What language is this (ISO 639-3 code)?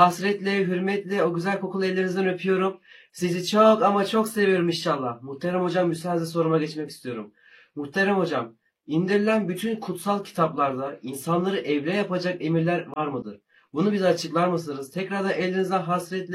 tur